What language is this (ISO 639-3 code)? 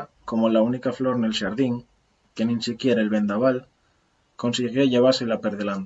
ast